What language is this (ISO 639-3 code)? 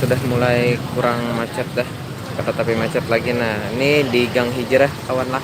bjn